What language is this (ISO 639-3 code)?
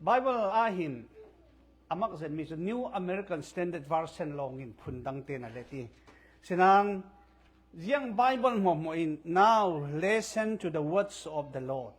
cfm